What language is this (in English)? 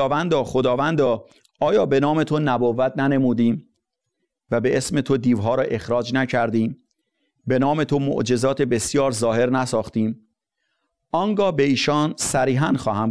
Persian